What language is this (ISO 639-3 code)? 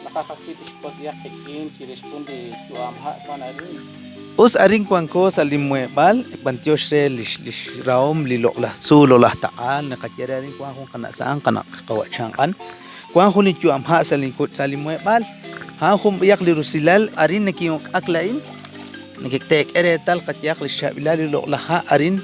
kek